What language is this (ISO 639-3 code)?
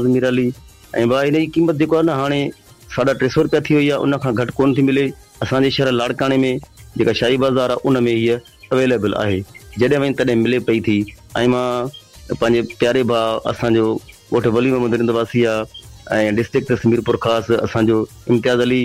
snd